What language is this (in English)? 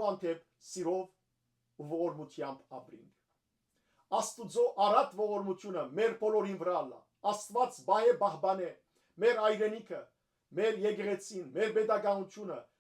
Western Armenian